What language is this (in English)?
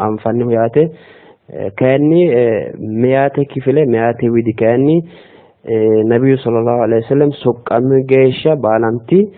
Sidamo